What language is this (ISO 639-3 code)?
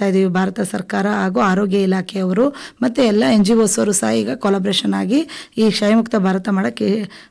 kan